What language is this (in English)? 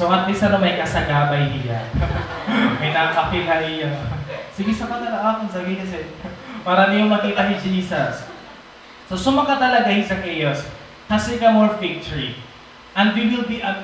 Waray